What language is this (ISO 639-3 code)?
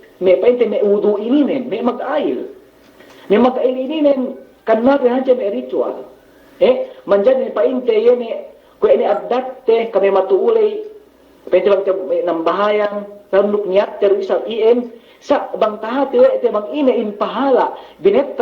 yka